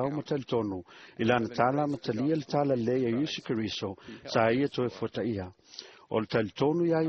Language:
Samoan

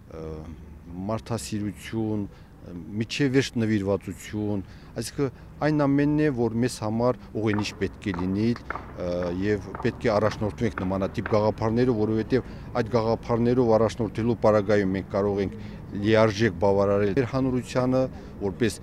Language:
Armenian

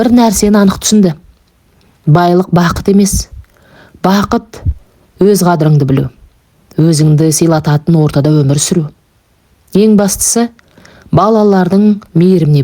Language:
Kazakh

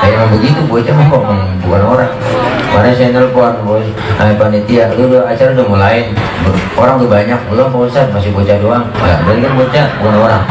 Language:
Betawi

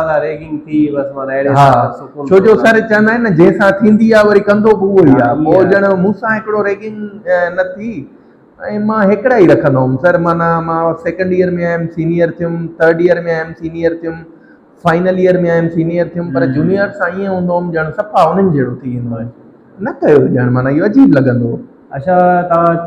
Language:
Sindhi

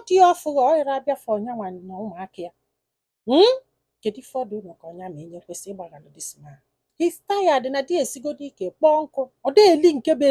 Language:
Igbo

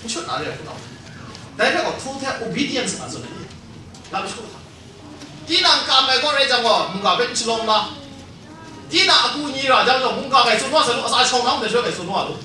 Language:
Kachin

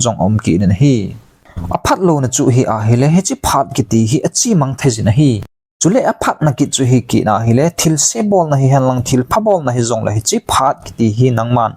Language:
Thado Chin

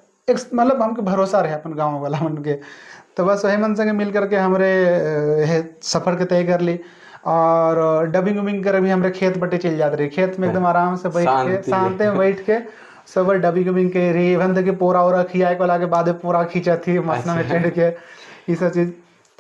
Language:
Sadri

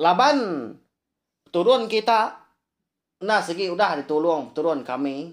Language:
Iban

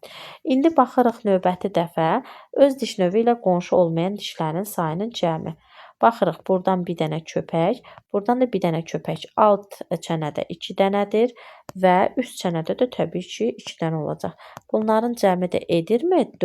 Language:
Azerbaijani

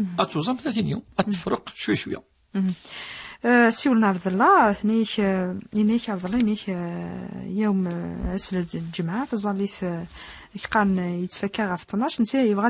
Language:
Kabyle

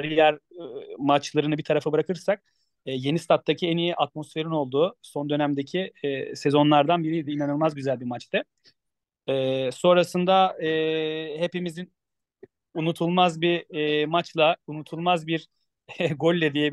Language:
Turkish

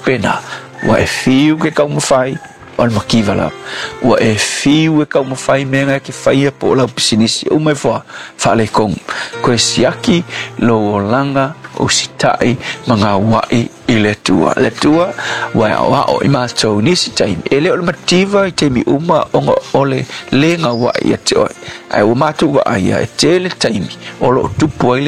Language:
Samoan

